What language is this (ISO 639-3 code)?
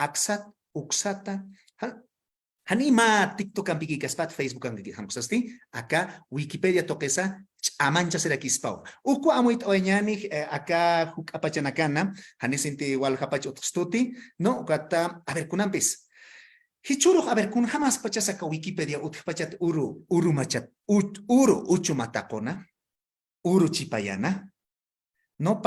aym